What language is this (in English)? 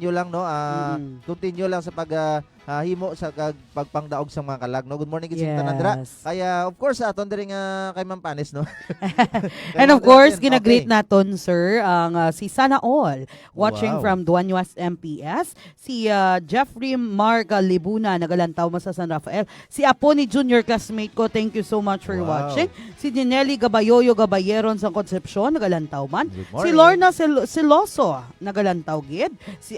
Hiligaynon